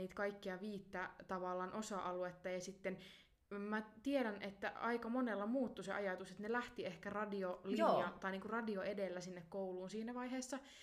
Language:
Finnish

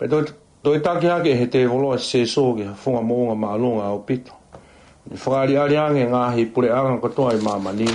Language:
Tongan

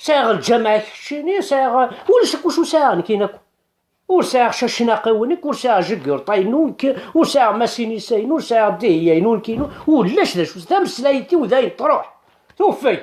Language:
Kabyle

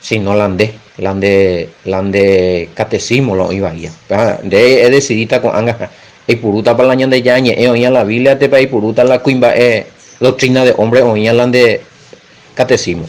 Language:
Guarani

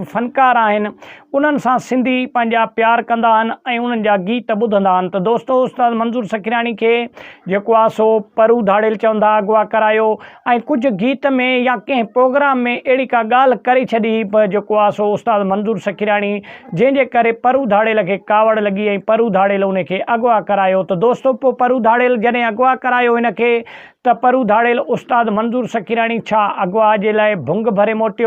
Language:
Sindhi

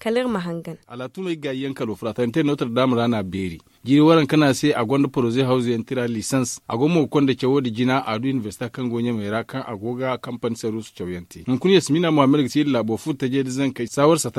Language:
Zarma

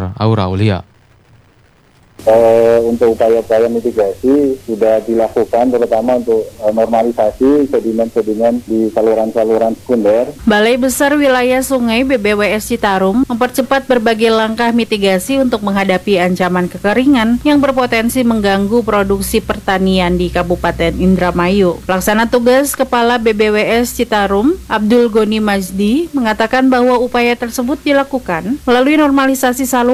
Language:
Indonesian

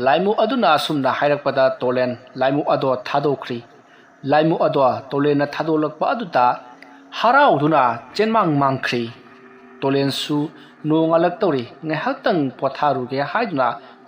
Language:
Manipuri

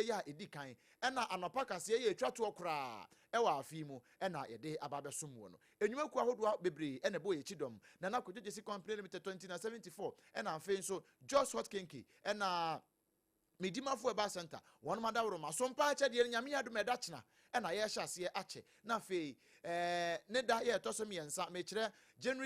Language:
Akan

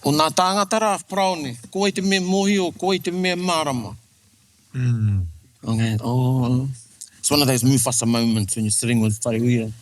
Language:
Māori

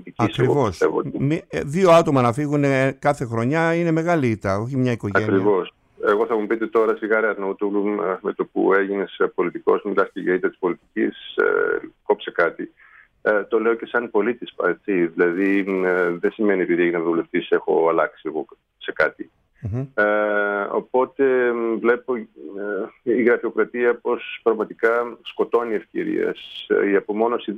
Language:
Greek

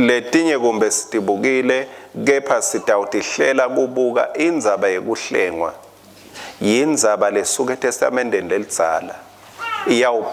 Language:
Swati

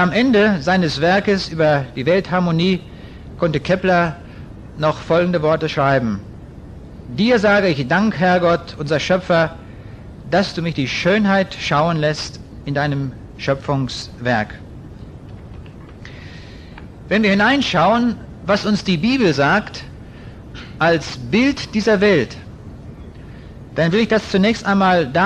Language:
German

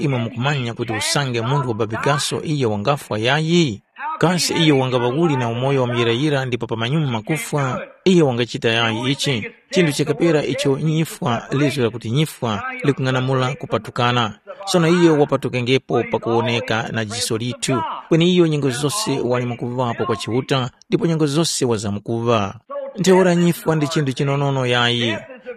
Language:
Tumbuka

